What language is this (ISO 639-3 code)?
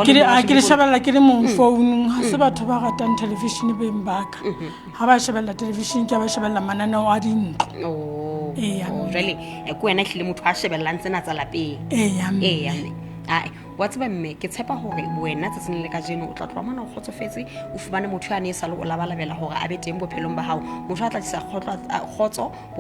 sot